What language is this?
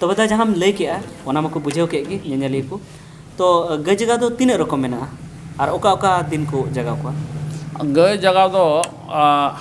Santali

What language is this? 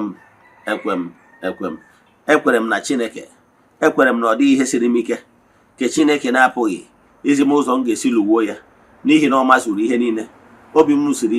Igbo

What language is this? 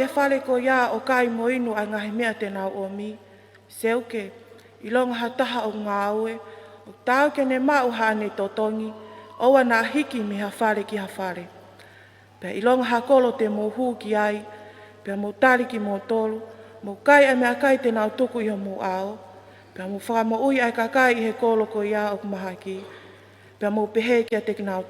Tongan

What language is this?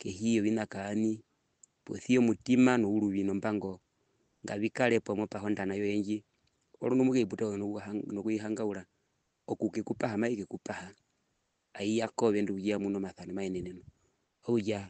Herero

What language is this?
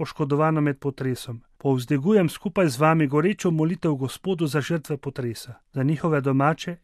Slovenian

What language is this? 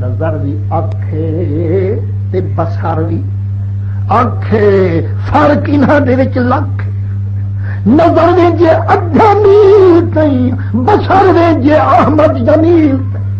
Saraiki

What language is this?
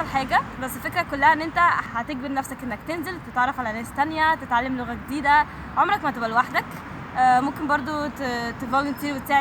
Egyptian Arabic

